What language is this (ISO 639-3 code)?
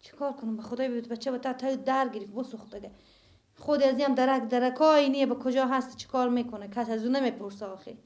fas